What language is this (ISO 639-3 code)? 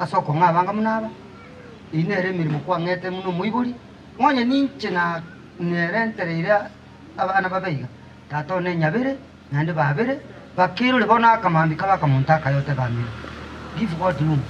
guz